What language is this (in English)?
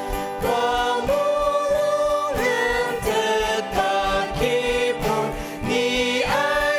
Ao Naga